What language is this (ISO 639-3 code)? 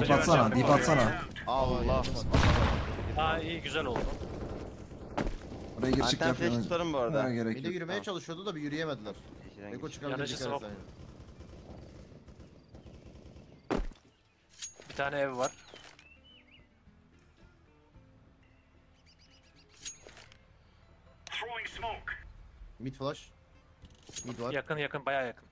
tur